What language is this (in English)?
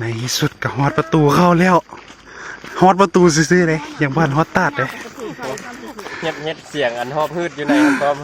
Lao